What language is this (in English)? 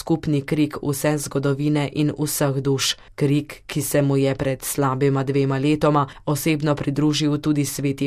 Slovenian